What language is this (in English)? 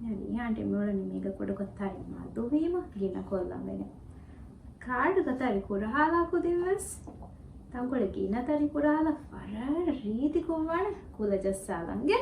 Divehi